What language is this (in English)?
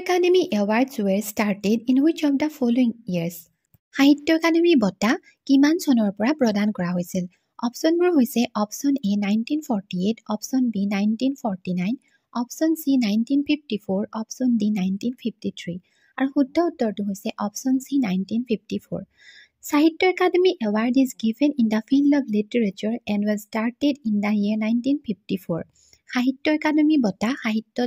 Assamese